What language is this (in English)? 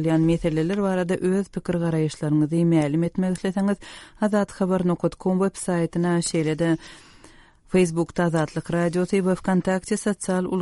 Turkmen